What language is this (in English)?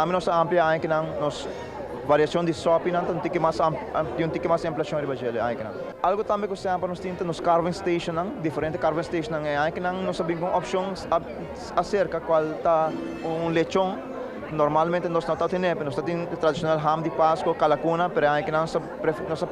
Papiamento